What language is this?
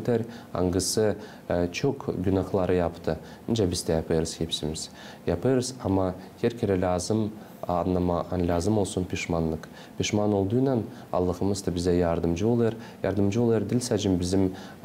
Gagauz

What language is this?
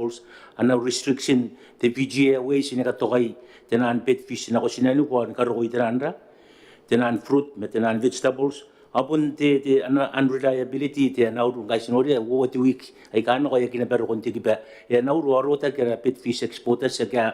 Gilbertese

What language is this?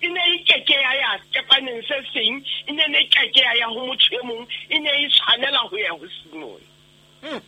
Southern Sotho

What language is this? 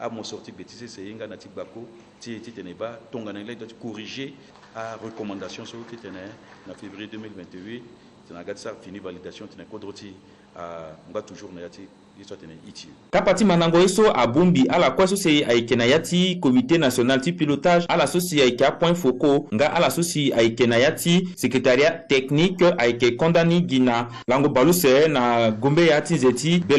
Sango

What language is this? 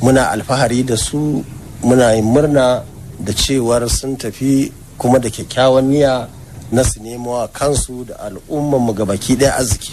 Hausa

